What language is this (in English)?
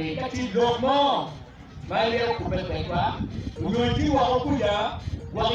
Acoli